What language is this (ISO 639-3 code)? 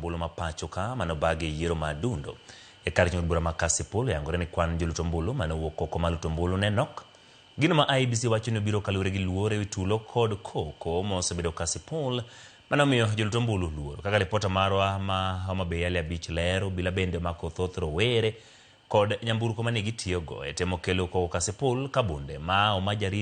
luo